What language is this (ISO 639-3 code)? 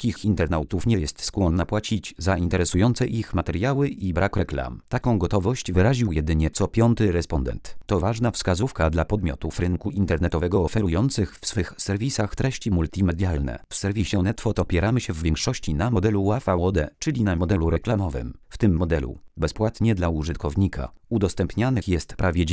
pol